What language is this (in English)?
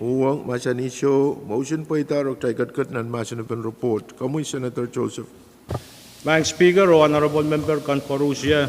Pohnpeian